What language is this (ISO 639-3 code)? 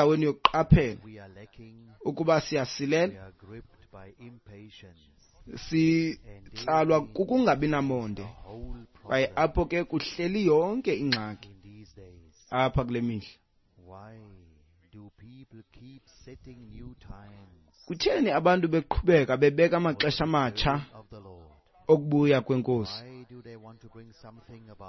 xho